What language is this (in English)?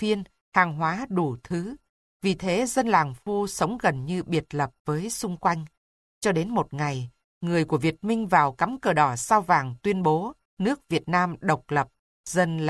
Vietnamese